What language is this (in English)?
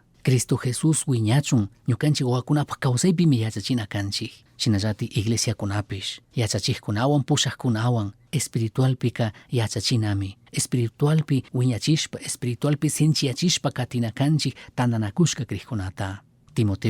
Chimborazo Highland Quichua